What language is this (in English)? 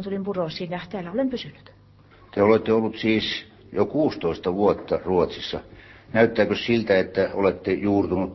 Finnish